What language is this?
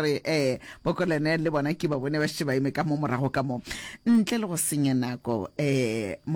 Northern Sotho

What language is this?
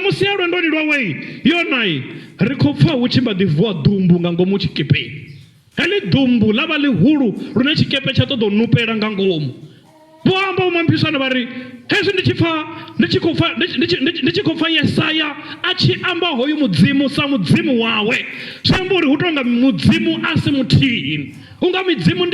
Venda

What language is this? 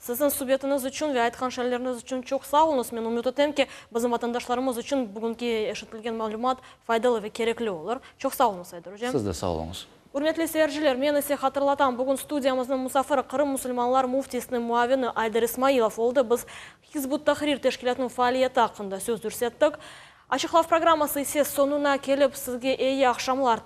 Crimean Tatar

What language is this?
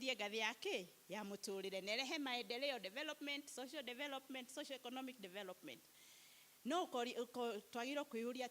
Kikuyu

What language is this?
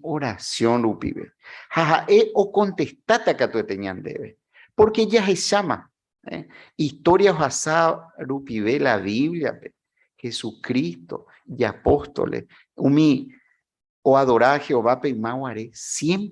Guarani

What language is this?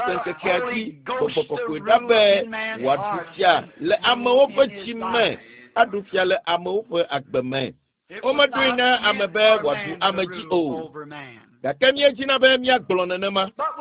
Ewe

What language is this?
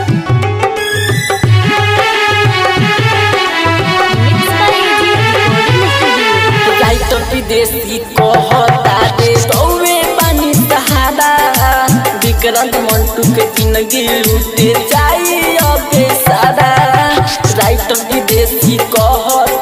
Bhojpuri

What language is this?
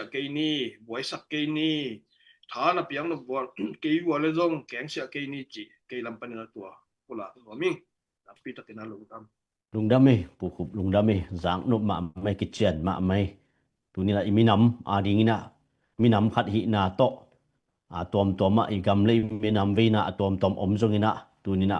Tedim Chin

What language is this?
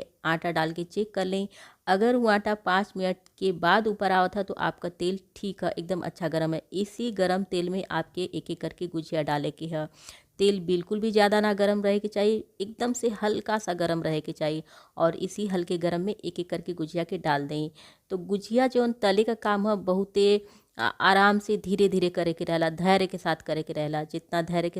Bhojpuri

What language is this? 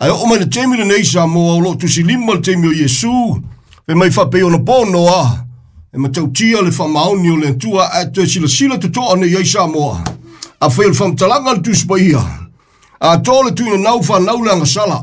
Samoan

